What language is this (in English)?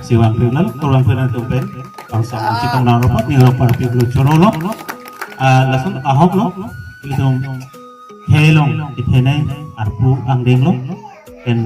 Karbi